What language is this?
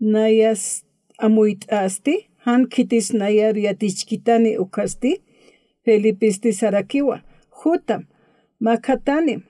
Aymara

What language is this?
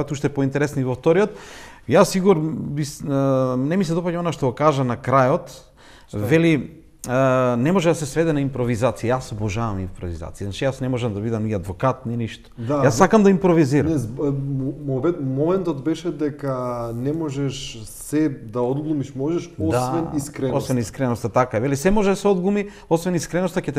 Macedonian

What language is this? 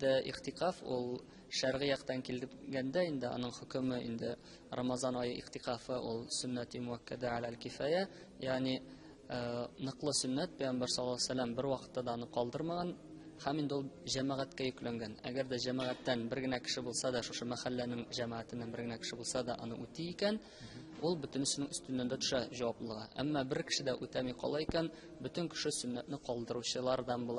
Tatar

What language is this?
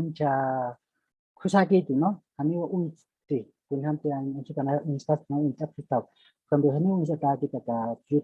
Aymara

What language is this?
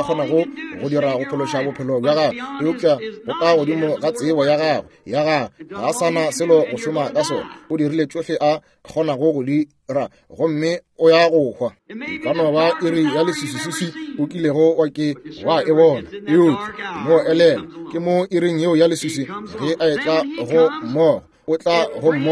Northern Sotho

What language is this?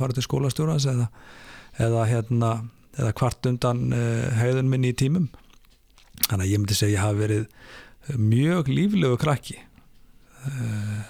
Icelandic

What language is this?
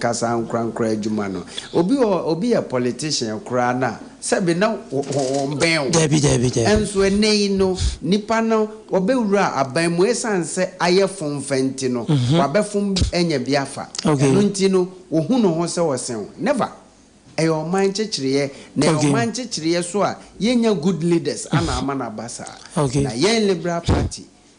Akan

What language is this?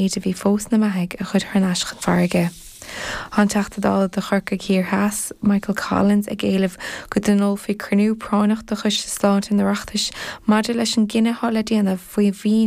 Irish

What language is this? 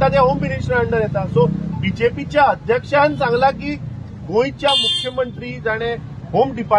Konkani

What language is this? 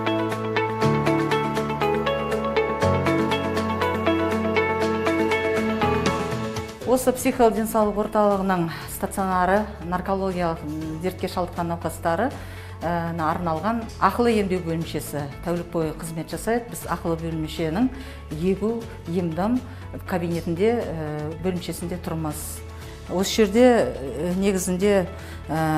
Kazakh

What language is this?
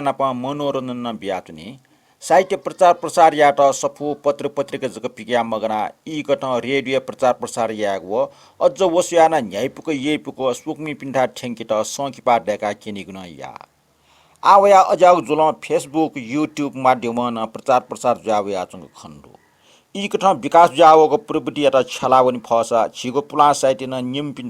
Newari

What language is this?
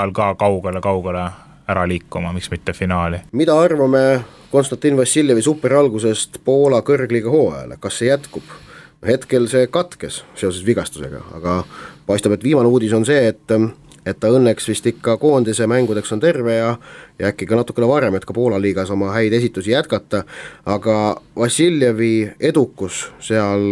Estonian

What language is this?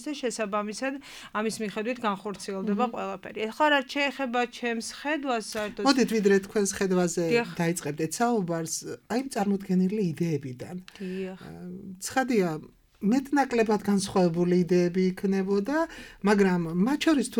Georgian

